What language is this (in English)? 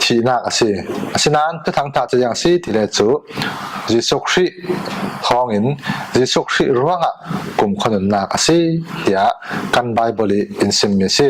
Falam Chin